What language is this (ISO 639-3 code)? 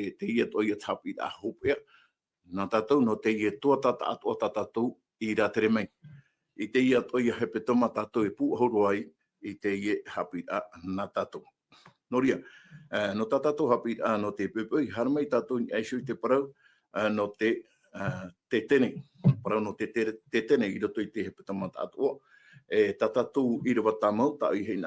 tah